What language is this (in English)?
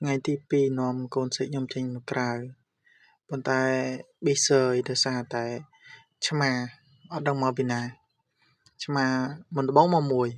Khmer